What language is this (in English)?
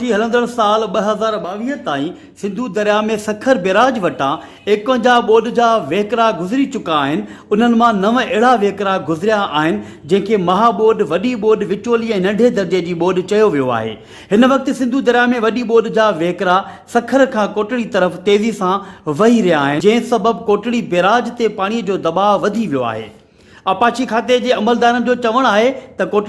Sindhi